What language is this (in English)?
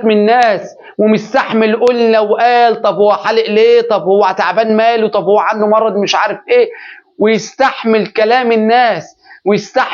Egyptian Arabic